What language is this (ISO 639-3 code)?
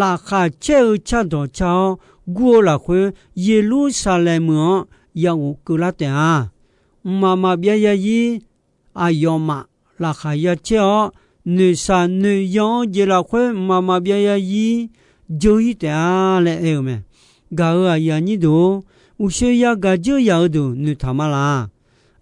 ahk